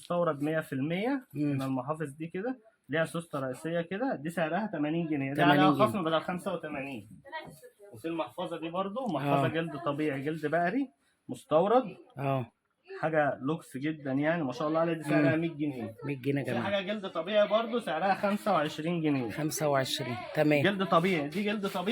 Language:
Egyptian Arabic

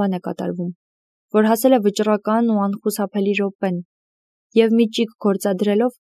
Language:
Armenian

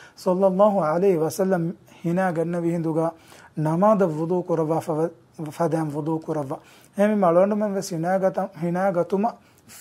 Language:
Divehi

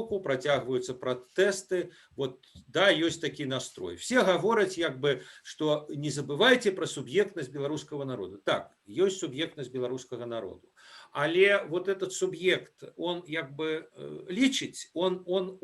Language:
Belarusian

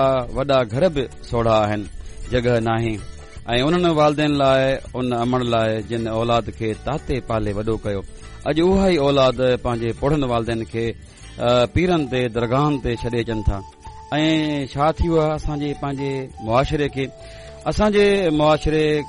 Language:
Sindhi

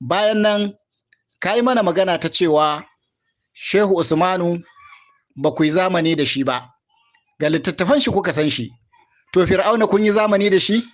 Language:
Hausa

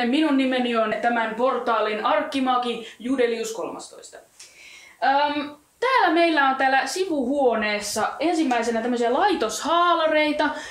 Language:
Finnish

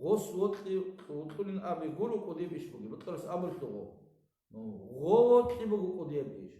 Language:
Avaric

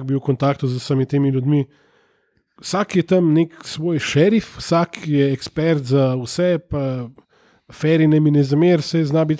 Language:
Slovenian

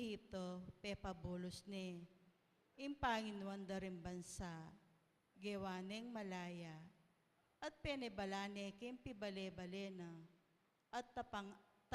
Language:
Pampanga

